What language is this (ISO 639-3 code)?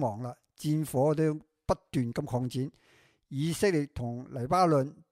yue